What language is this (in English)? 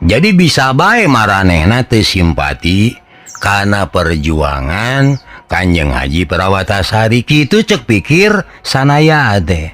Sundanese